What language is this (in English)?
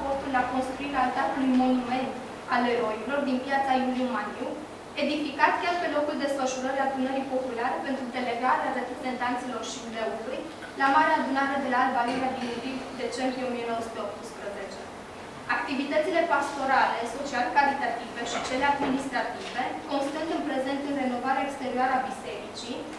Romanian